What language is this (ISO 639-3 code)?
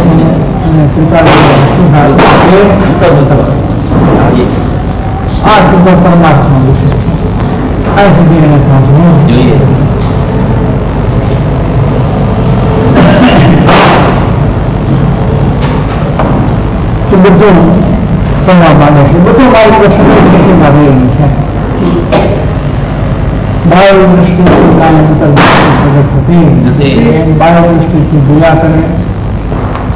guj